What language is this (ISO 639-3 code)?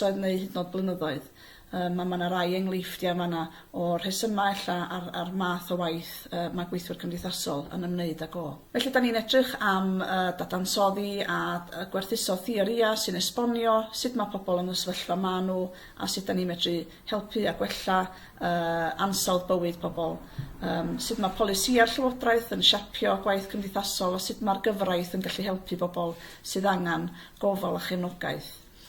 cym